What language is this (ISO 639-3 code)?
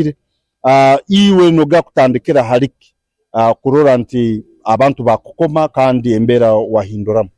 nyn